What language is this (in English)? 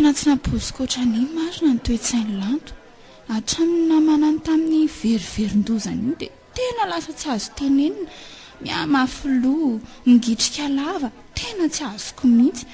Malagasy